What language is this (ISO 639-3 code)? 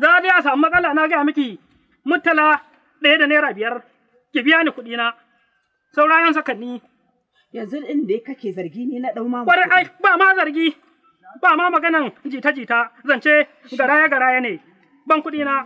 hau